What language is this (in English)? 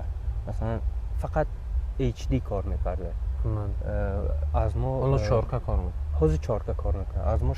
Tajik